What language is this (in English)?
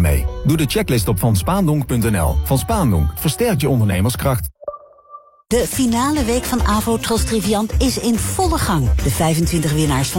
Dutch